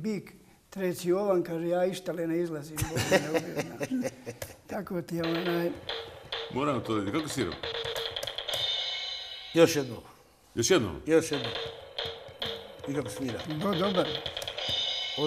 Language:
Bosnian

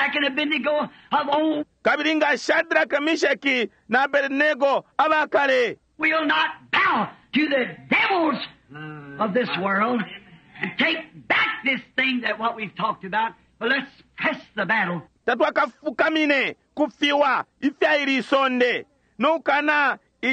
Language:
Bemba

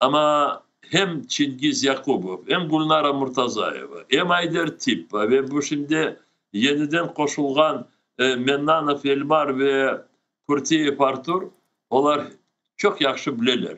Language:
Crimean Tatar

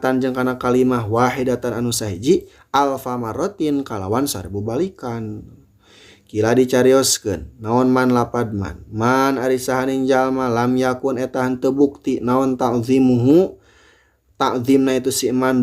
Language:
Sundanese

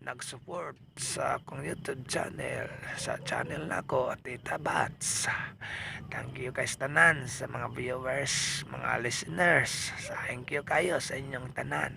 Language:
Cebuano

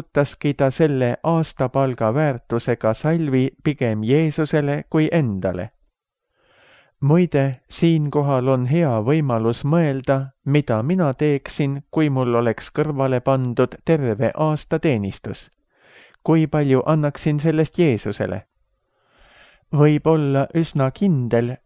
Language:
Estonian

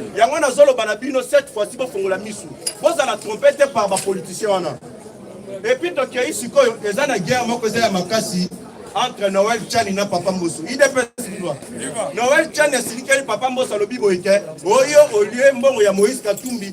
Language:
Lingala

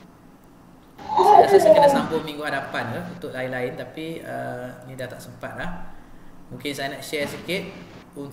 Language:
Malay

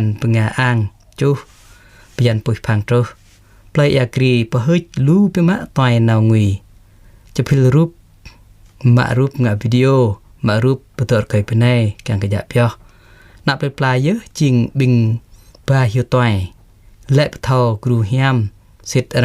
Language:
Jarai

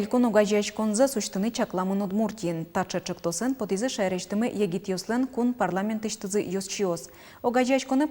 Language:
Udmurt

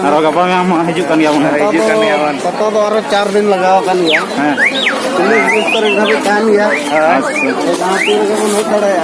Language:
Santali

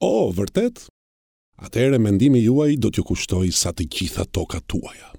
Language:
Albanian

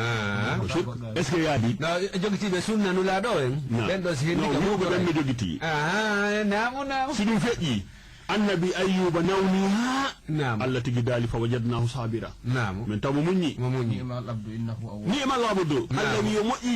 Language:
Fula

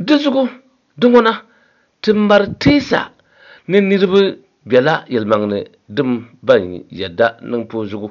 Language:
Dagbani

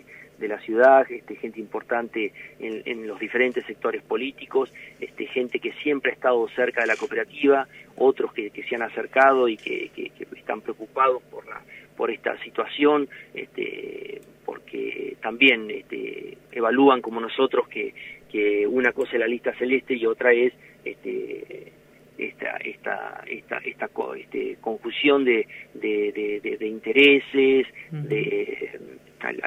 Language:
Spanish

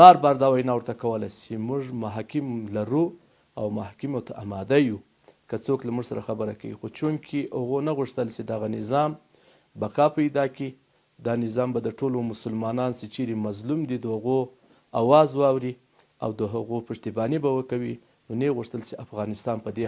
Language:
Pashto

